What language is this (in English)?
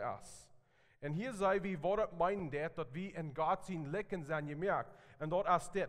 Plautdietsch